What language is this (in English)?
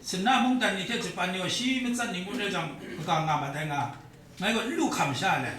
Kachin